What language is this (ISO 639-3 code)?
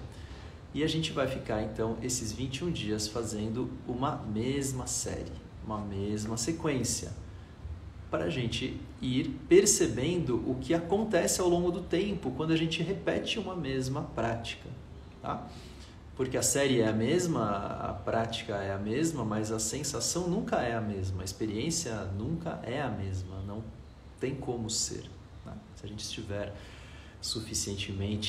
por